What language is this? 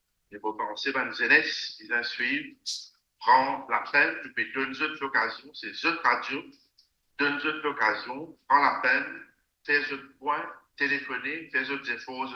Morisyen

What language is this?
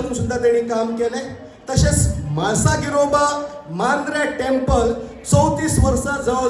Konkani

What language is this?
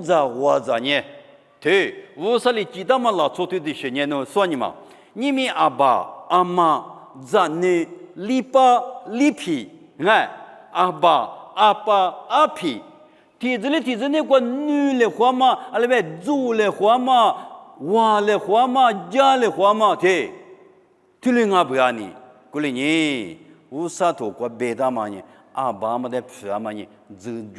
Lisu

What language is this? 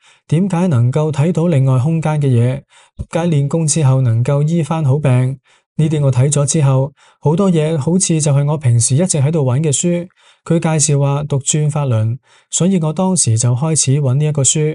Cantonese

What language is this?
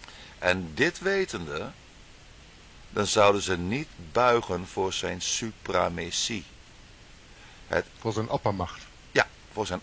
Dutch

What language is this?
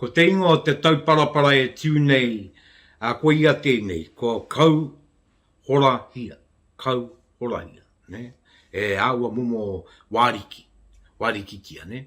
Māori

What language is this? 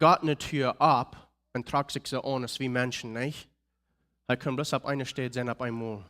Plautdietsch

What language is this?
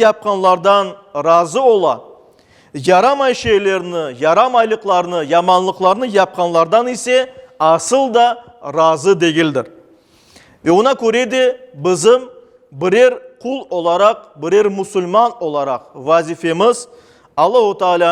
Crimean Tatar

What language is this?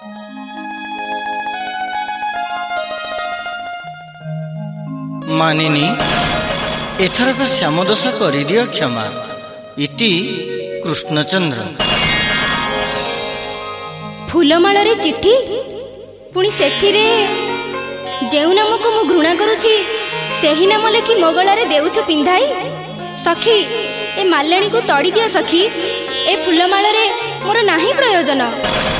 Odia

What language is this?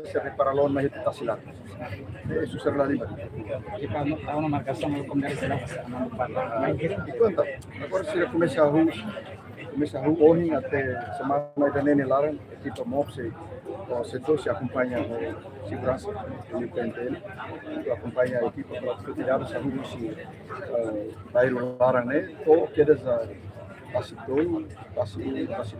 Tetum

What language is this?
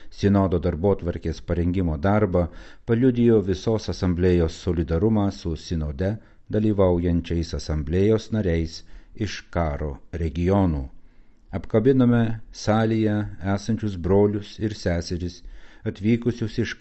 Lithuanian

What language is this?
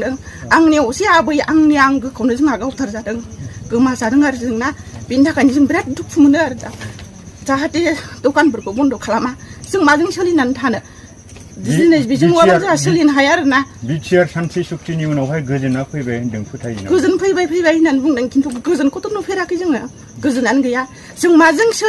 Bodo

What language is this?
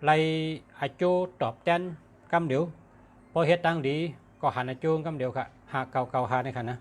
Shan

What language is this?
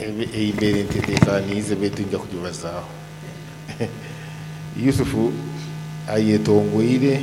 Nyoro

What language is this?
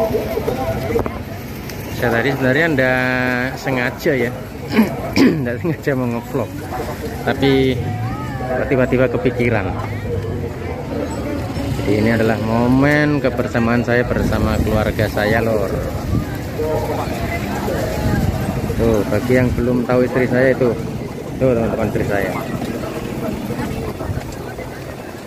Indonesian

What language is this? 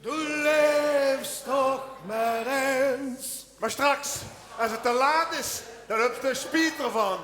Limburgish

